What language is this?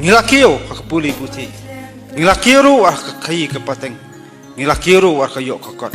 Khasi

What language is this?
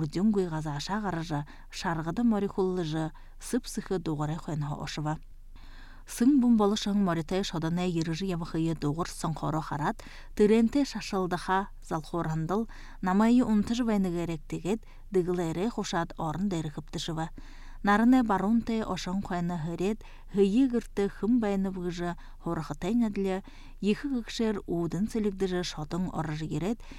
Buriat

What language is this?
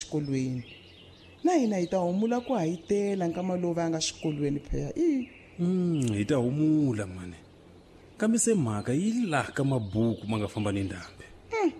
Tsonga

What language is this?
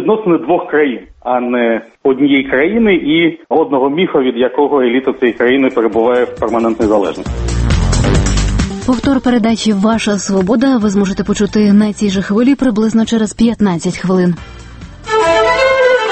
Ukrainian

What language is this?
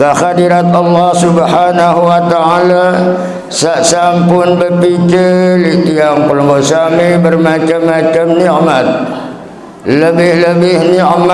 Sasak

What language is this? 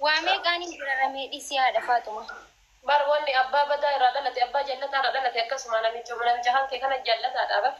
Oromo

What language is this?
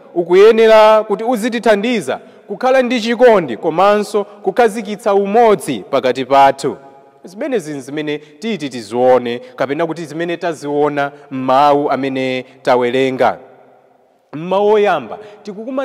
Nyanja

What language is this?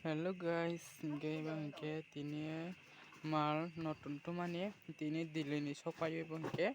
Kok Borok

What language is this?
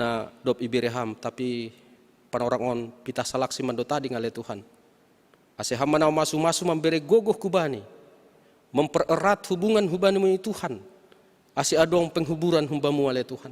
Batak Simalungun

